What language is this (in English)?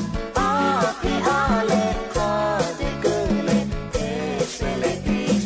Lahu